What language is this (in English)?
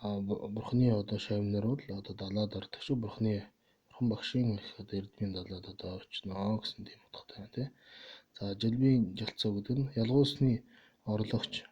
Mongolian